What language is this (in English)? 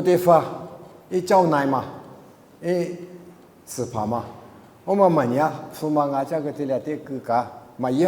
Lisu